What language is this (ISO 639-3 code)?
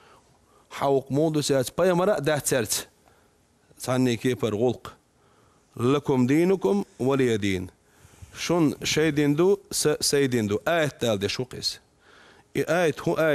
che